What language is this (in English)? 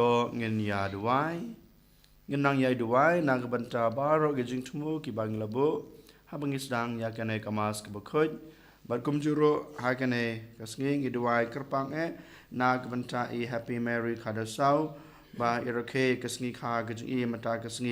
Khasi